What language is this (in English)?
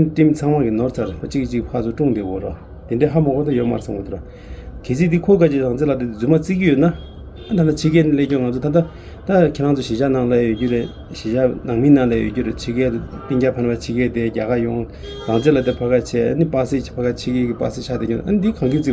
Tibetan